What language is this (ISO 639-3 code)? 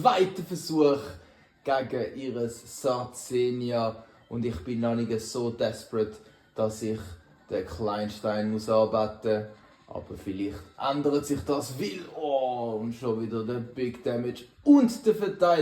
gsw